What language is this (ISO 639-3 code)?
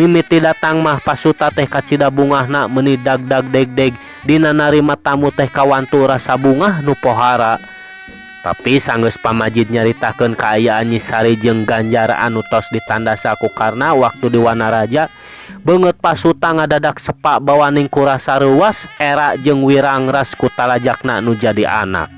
sun